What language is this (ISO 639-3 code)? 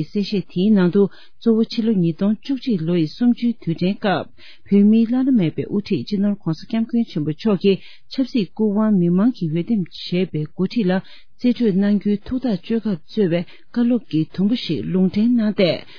bod